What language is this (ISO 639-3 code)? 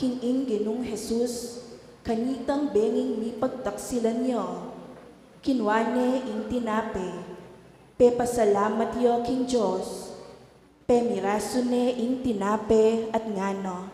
pam